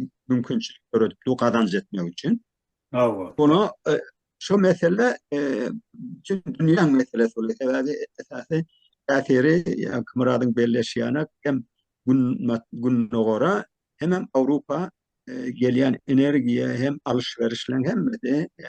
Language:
Turkmen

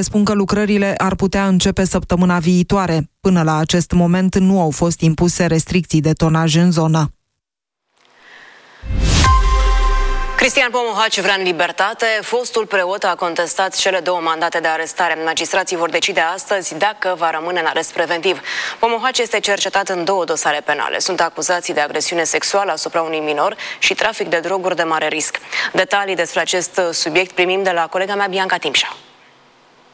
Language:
Romanian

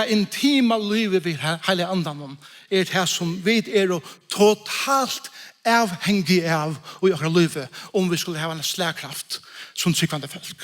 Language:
Faroese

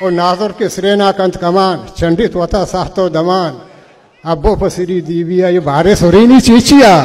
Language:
Baluchi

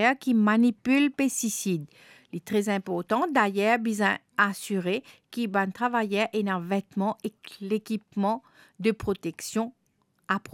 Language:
Morisyen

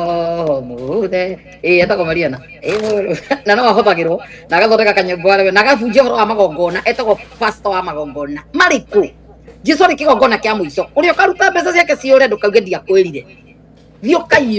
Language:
Kikuyu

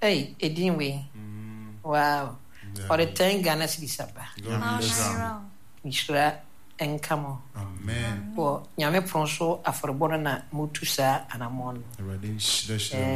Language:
Akan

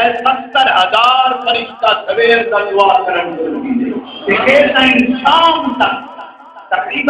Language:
Saraiki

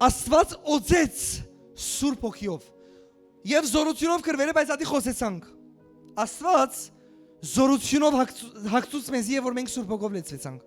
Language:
Western Armenian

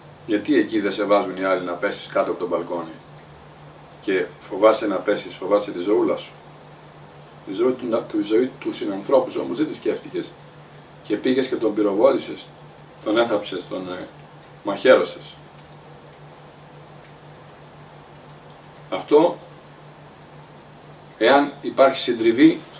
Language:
Greek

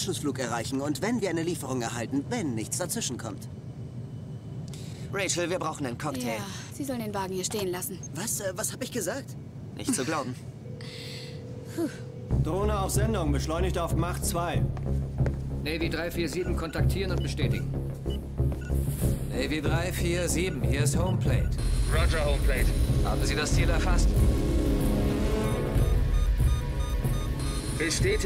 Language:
German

